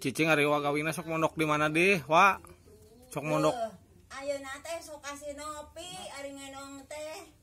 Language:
Sundanese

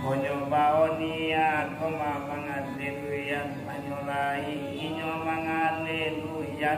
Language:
Minangkabau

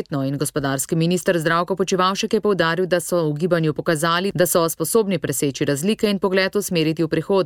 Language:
Slovenian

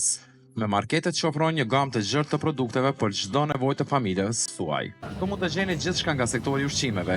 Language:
Albanian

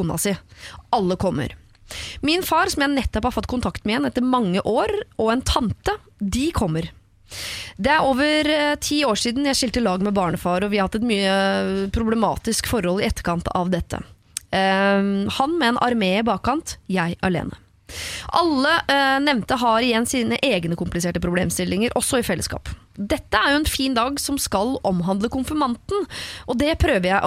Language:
Norwegian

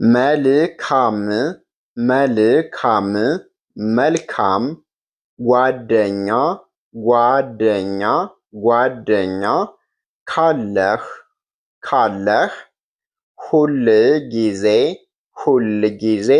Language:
Amharic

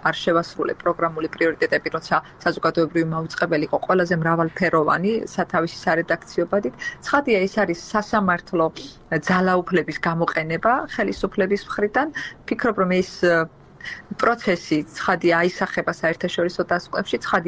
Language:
Georgian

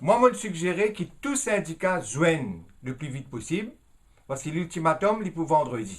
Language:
Morisyen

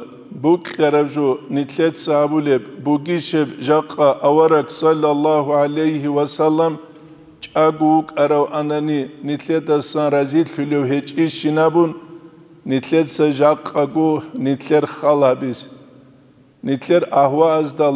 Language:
Avaric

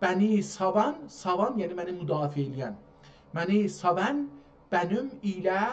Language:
South Azerbaijani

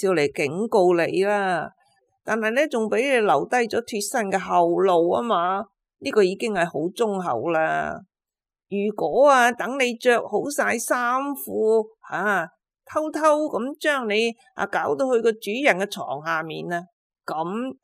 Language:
Cantonese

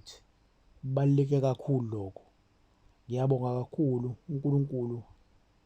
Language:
Zulu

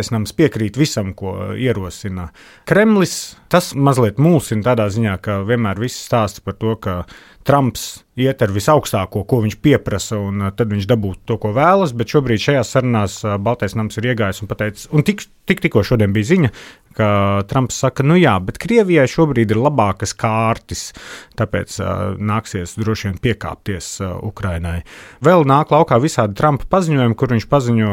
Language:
Latvian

